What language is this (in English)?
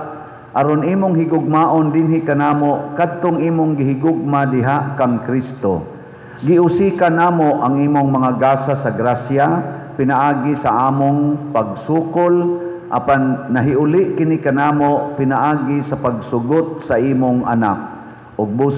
Cebuano